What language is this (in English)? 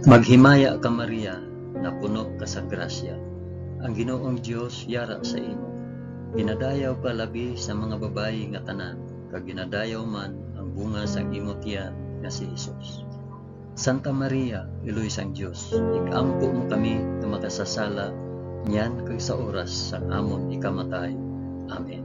Hiligaynon